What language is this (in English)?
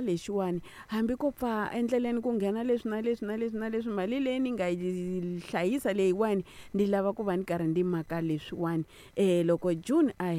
Tsonga